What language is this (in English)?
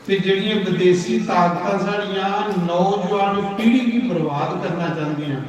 Dogri